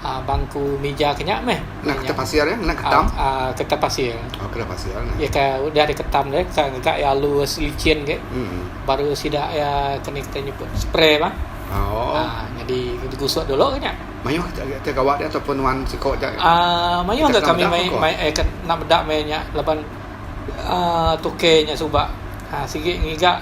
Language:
Iban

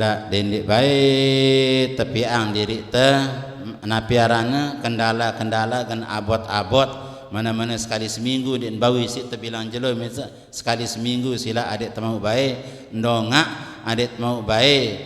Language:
Sasak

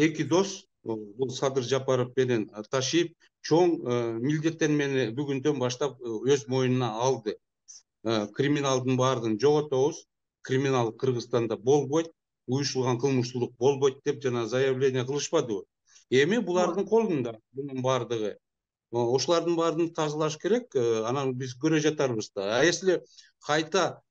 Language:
Kyrgyz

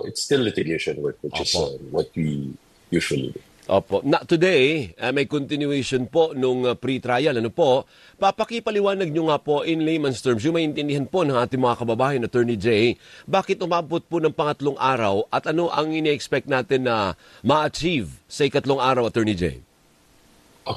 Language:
Filipino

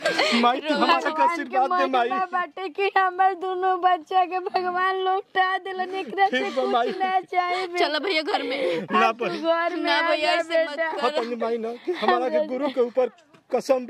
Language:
Bhojpuri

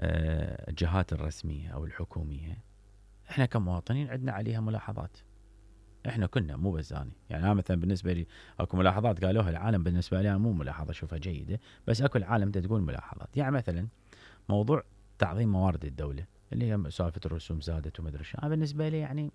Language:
Mesopotamian Arabic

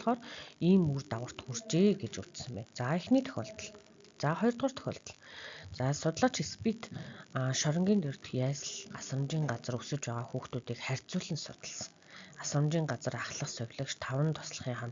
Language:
Mongolian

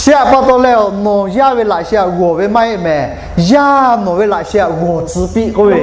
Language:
Lahu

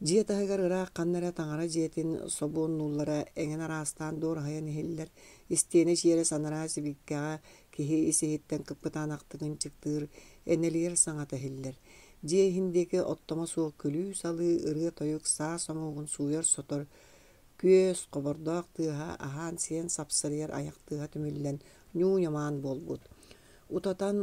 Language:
Yakut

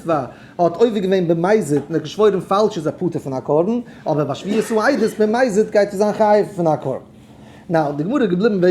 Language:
Yiddish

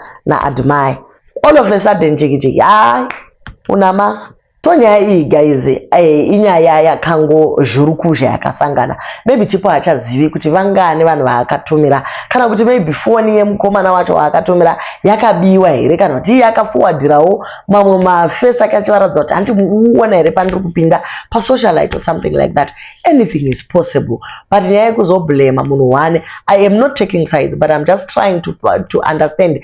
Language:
Shona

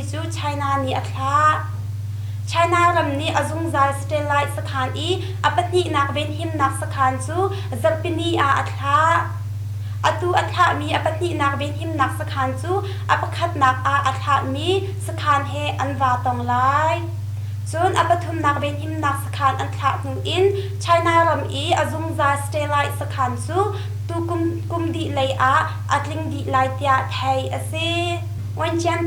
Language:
Hakha Chin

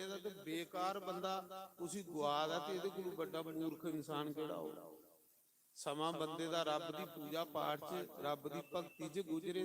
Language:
Dogri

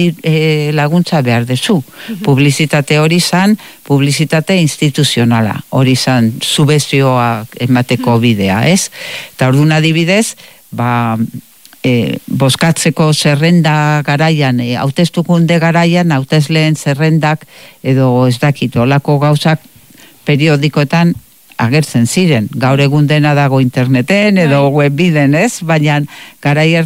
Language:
Basque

